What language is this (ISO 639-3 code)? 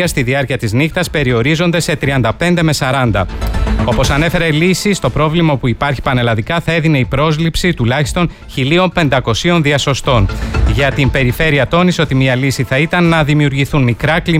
ell